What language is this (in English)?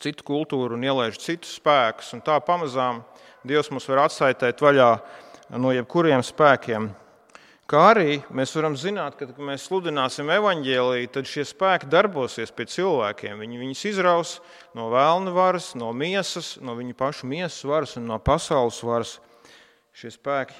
Latvian